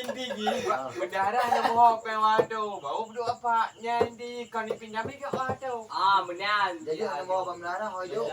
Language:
Achinese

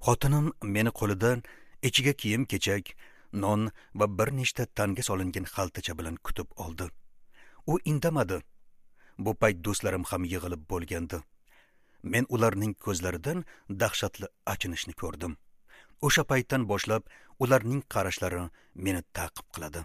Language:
Uzbek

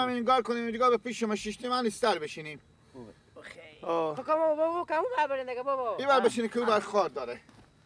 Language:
Persian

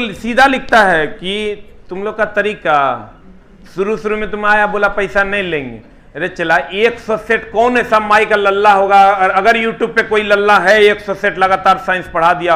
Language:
Hindi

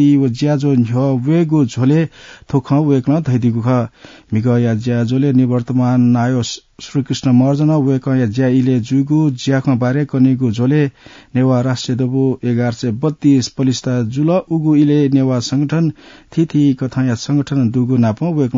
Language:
Newari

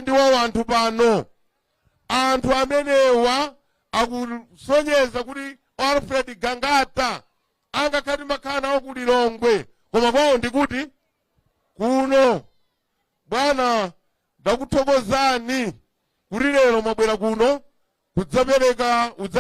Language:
Nyanja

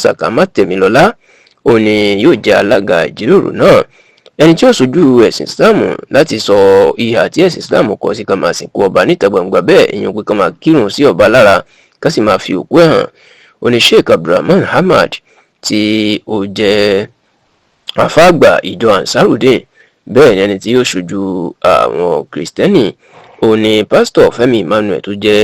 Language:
Yoruba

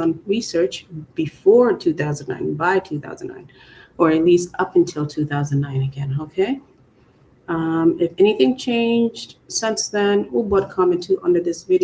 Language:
Acoli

